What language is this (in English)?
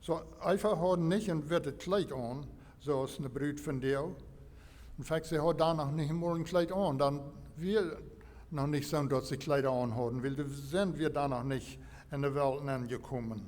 Plautdietsch